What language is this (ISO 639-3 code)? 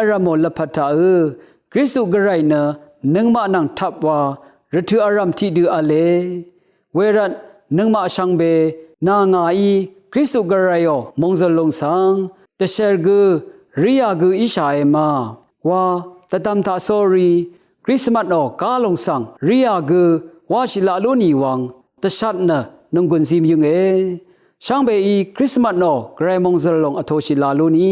raw